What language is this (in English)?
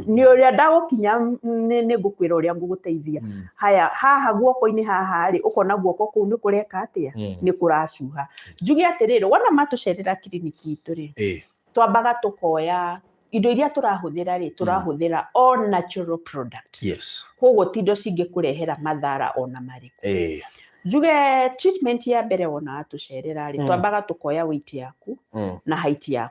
Kikuyu